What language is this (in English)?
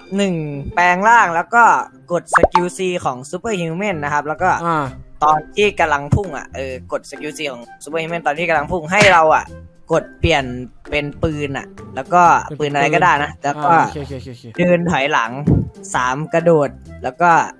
Thai